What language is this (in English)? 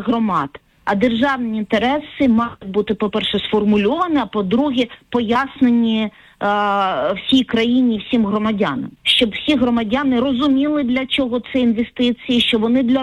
Ukrainian